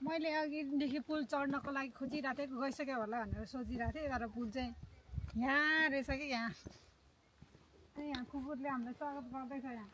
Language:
Nepali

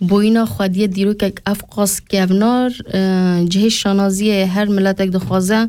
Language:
Kurdish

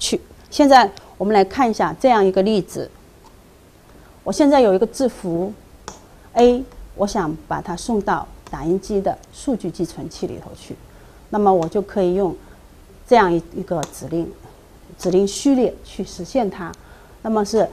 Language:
Chinese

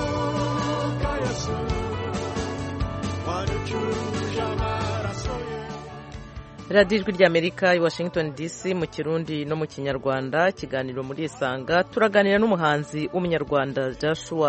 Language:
Kinyarwanda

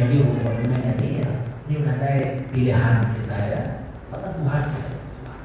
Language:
Iban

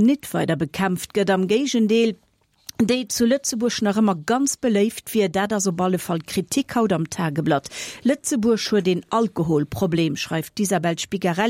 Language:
Luxembourgish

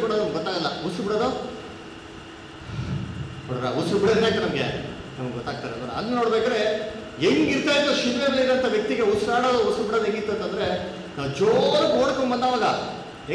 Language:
Kannada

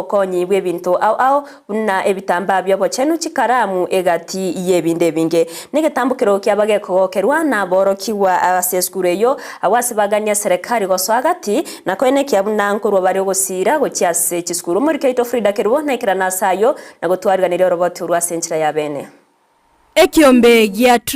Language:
Gusii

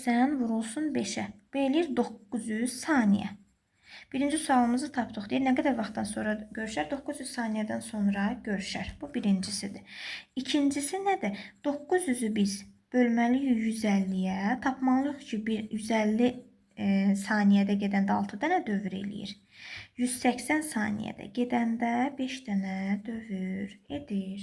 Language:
Azerbaijani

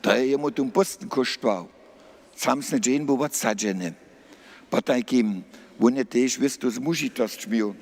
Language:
Upper Sorbian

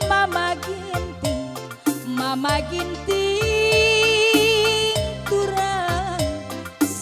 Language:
Batak Karo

